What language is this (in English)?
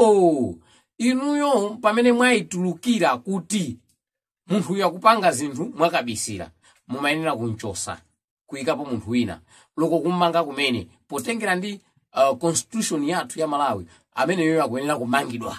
Nyanja